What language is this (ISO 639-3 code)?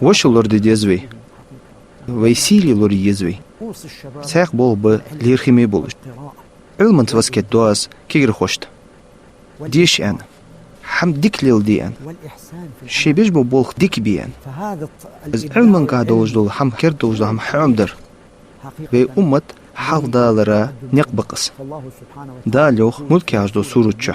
inh